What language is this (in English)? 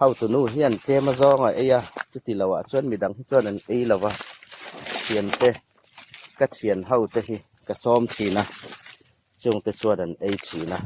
Hmar